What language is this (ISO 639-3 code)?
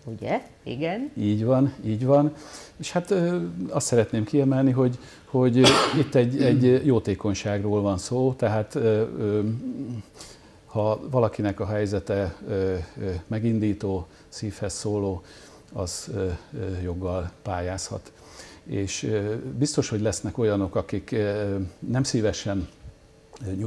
hun